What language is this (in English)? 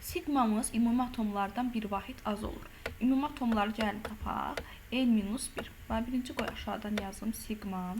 Azerbaijani